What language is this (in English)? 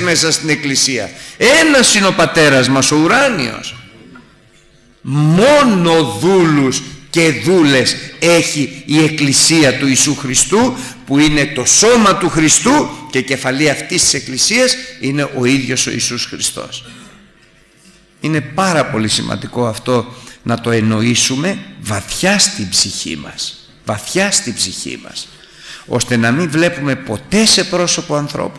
Greek